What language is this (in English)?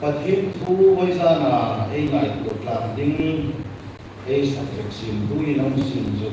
Hmar